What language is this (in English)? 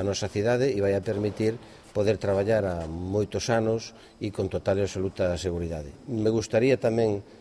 Galician